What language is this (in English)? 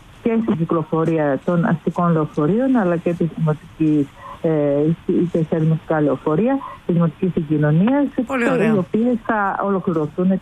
Greek